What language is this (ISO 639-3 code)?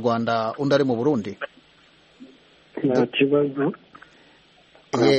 kin